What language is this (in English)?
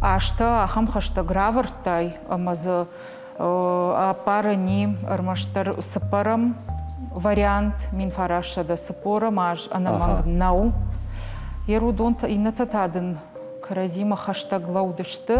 Ossetic